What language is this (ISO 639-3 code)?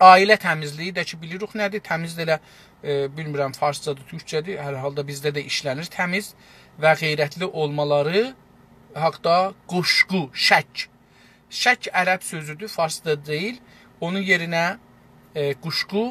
azb